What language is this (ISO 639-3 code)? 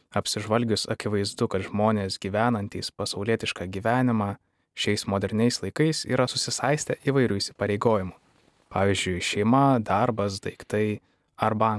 lit